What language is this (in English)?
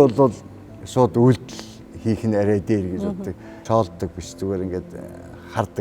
Mongolian